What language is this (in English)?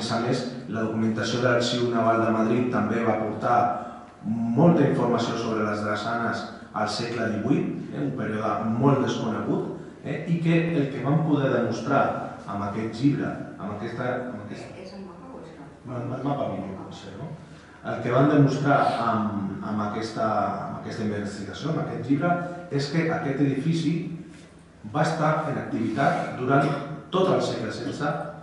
Catalan